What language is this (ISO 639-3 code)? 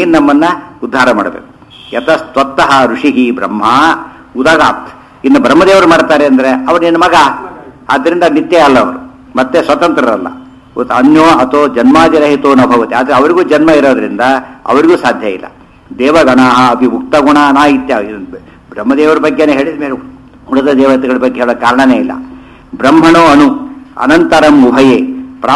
kan